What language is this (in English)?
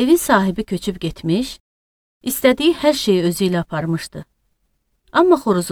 Azerbaijani